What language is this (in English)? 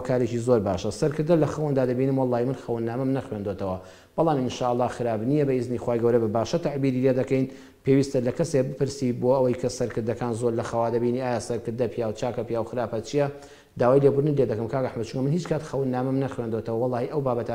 Central Kurdish